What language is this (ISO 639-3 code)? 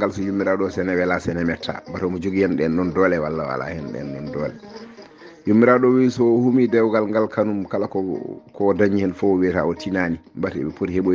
ful